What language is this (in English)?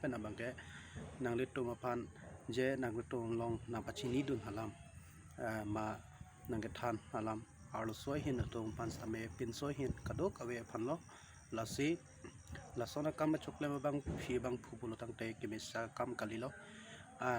Karbi